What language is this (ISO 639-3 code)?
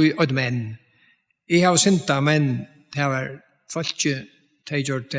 fao